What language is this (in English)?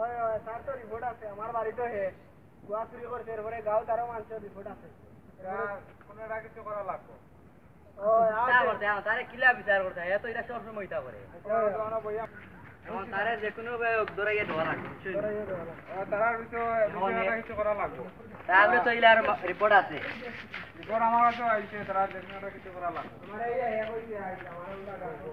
Sylheti